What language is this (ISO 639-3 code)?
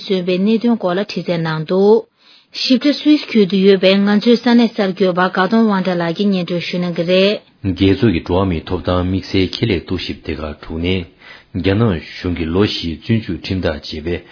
bod